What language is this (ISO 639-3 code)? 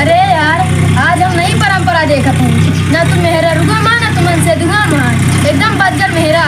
awa